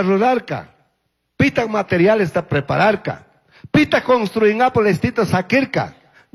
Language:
Chimborazo Highland Quichua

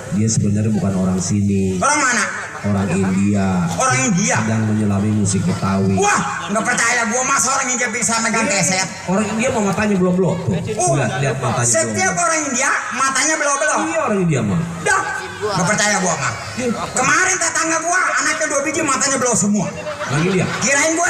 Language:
Betawi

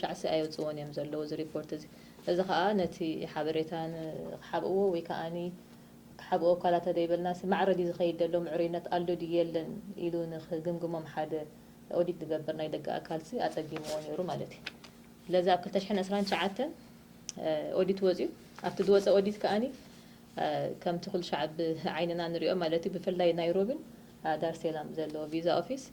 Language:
Tigrinya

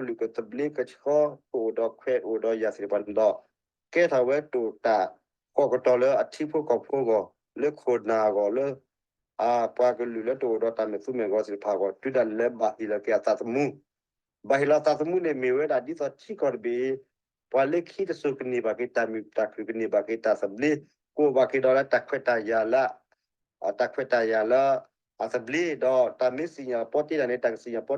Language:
S'gaw Karen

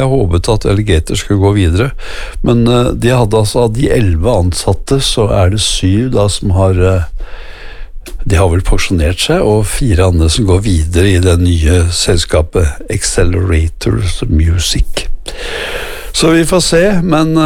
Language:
Norwegian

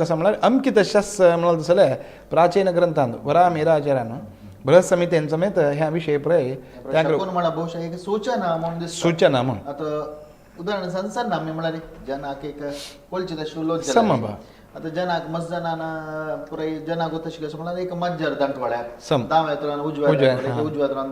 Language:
Konkani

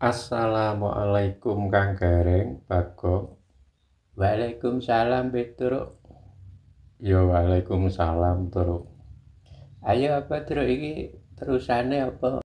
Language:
Javanese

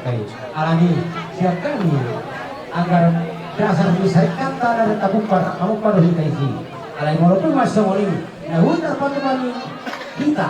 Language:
Batak Toba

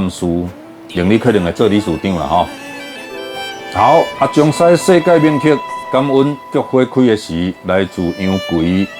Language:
Min Nan Chinese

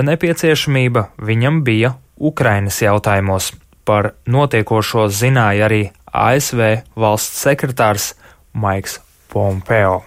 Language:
Latvian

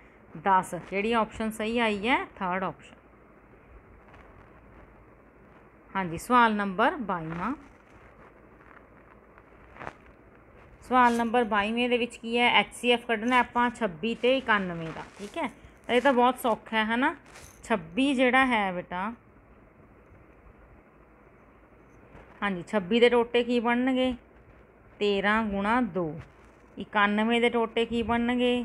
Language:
Punjabi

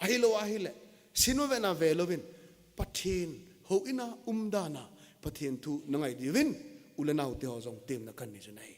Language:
Thado Chin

